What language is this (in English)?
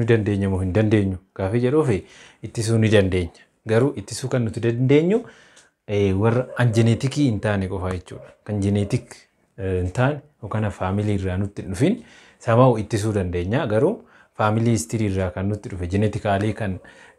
Oromo